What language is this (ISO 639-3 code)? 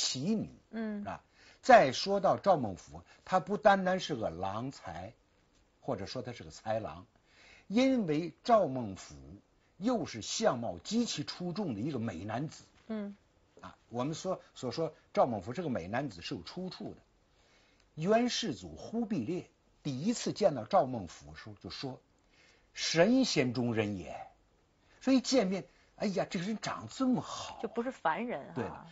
zho